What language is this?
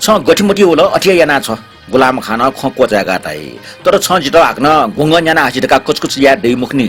Newari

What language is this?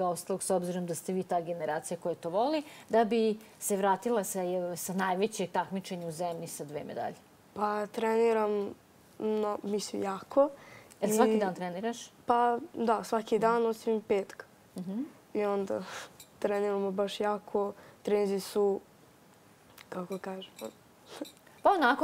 Serbian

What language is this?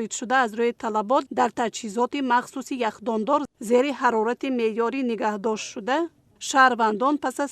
Tajik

